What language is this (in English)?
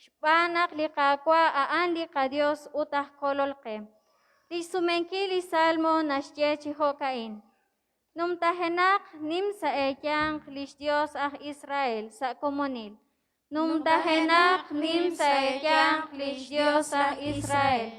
Kekchí